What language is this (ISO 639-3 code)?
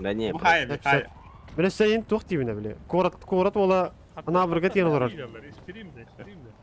sah